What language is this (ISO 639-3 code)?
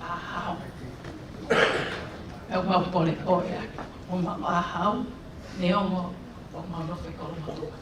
ton